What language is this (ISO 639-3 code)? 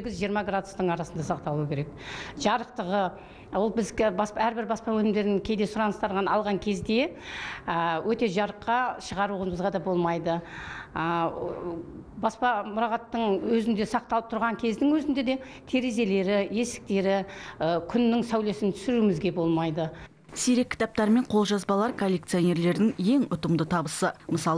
kaz